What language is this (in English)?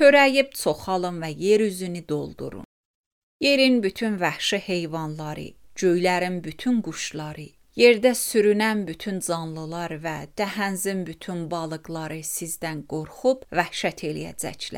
Azerbaijani